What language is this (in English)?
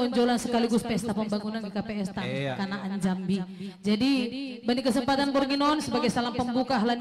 Batak Simalungun